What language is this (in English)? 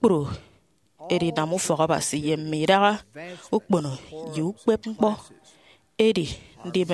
Efik